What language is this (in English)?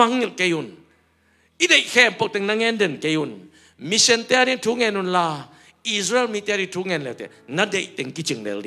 Tedim Chin